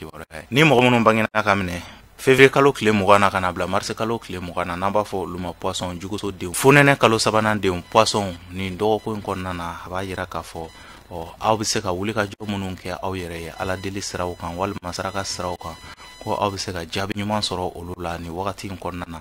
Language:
Bambara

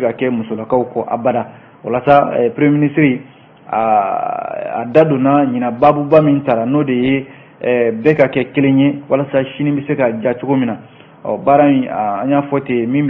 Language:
Bambara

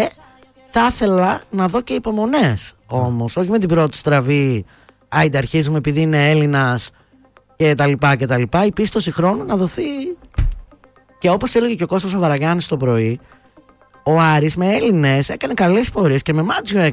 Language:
Greek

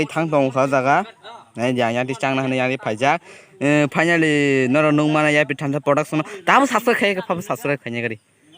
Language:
Kok Borok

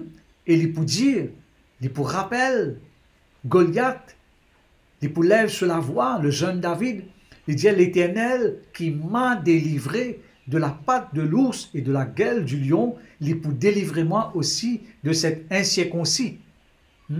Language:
Morisyen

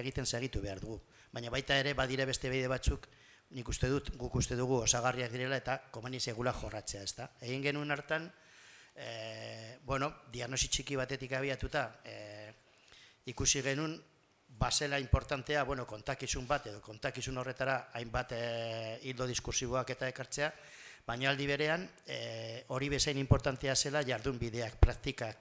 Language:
Basque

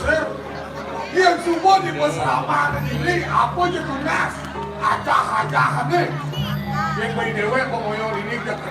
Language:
Balinese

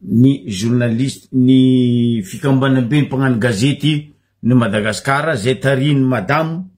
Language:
Malagasy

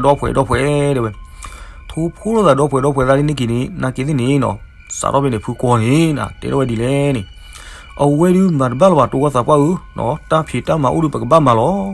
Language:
S'gaw Karen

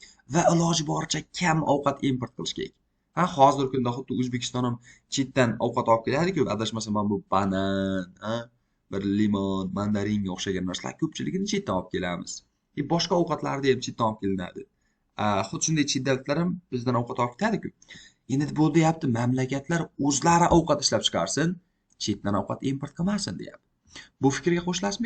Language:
Uzbek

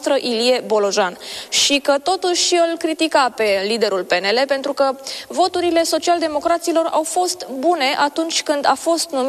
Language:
Romanian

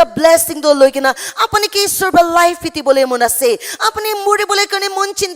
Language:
Naga Pidgin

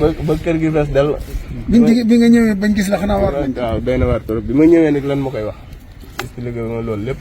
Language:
Wolof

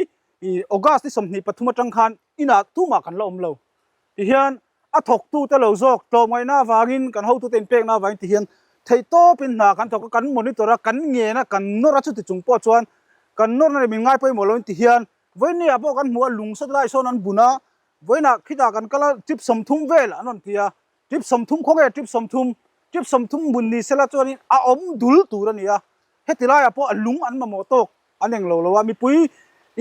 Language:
Mizo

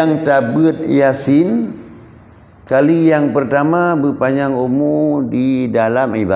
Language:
Achinese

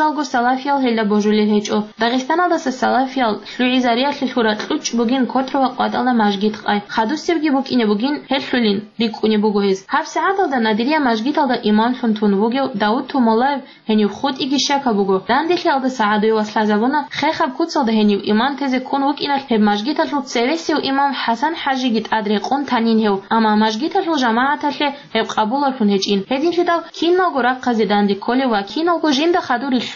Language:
Avaric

